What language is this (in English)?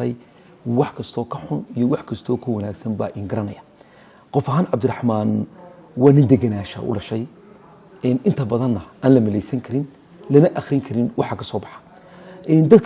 Somali